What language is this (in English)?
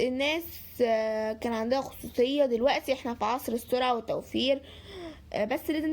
Egyptian Arabic